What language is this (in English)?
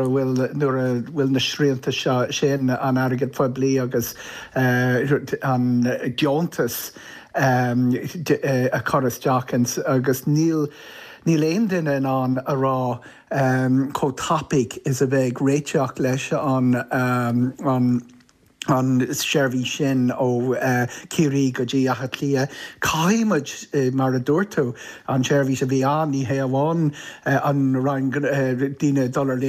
Irish